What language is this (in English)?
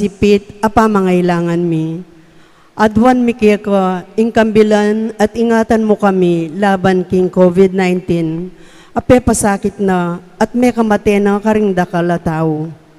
Pampanga